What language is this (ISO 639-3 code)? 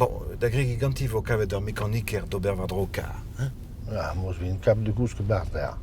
bre